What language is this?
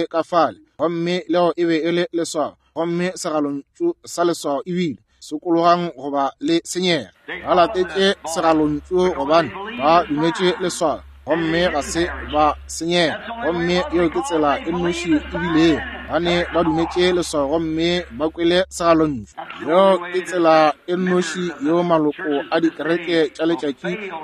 Northern Sotho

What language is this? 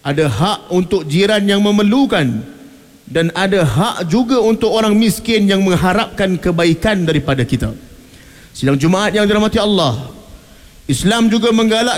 Malay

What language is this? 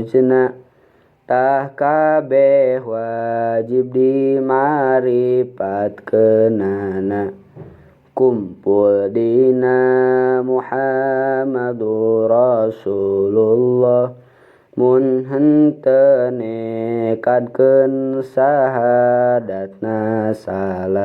Sundanese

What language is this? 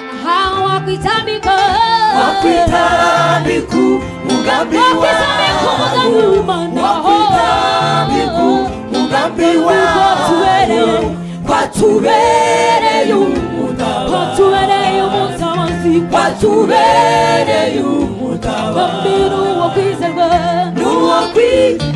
Kinyarwanda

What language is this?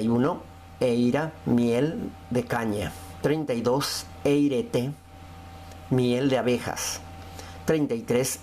Guarani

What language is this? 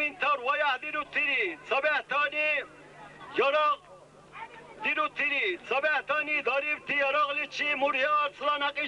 Dargwa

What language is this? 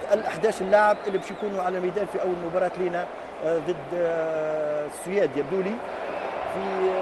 Tunisian Arabic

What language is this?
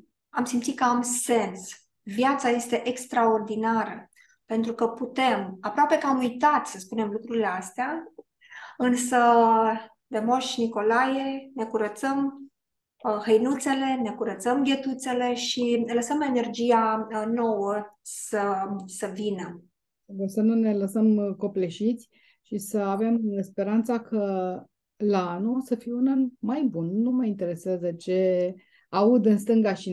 Romanian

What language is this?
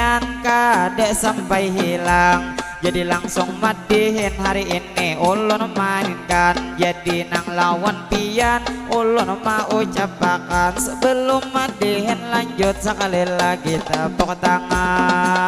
Banjar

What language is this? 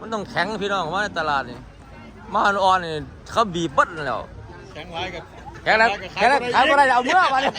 Northeastern Thai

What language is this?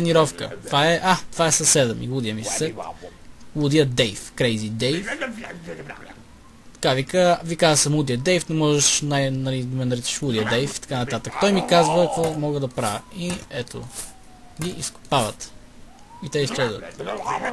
Bulgarian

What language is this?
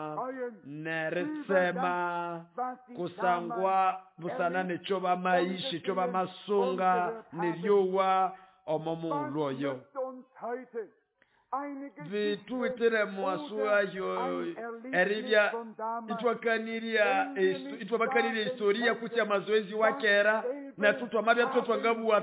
Nande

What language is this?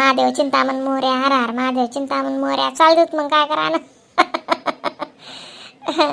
Khandesi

